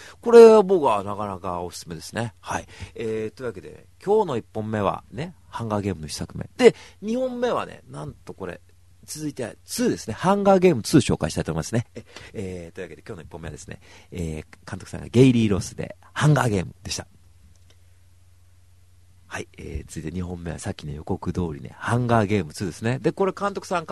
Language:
Japanese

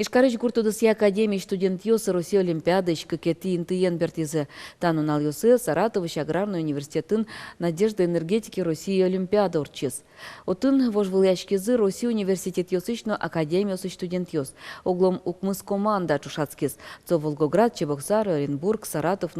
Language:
Udmurt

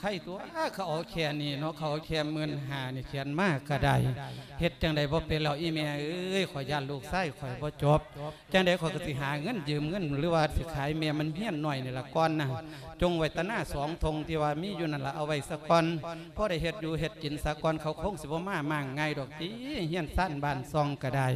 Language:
Lao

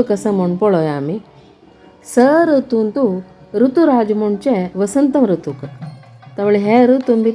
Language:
Konkani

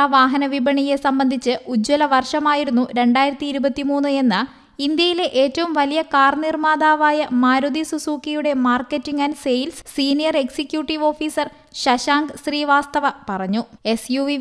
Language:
Malayalam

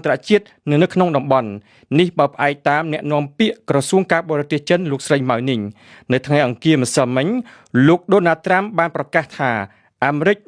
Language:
Khmer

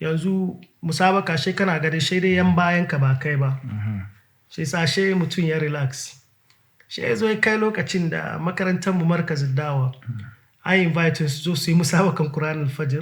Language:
Hausa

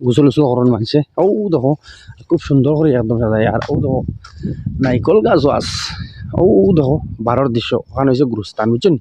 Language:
Sylheti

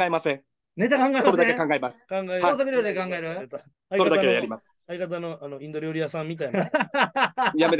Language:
Japanese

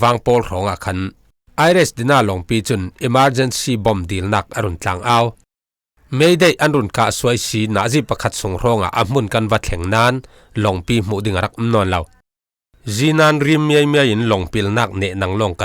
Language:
Falam Chin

